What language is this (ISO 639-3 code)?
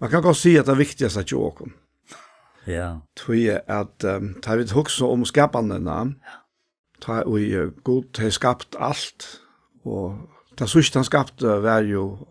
fao